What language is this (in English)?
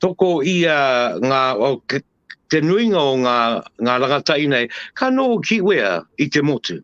Māori